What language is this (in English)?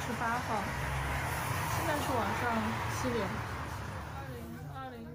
Chinese